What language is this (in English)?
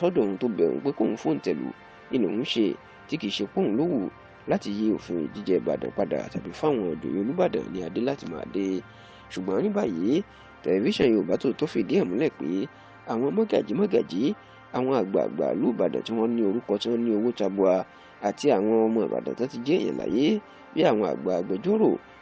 Yoruba